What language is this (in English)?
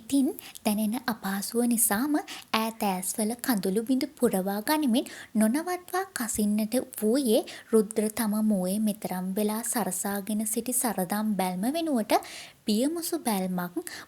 Sinhala